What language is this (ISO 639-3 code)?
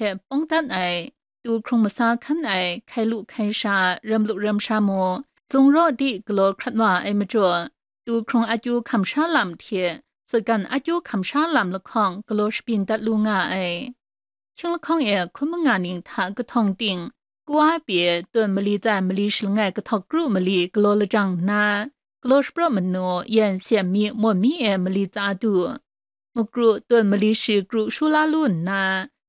kac